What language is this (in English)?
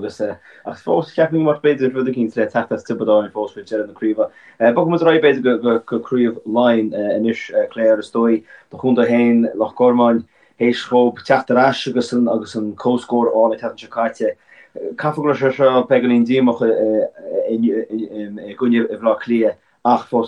Irish